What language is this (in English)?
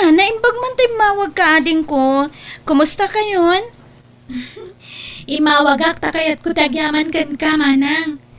Iloko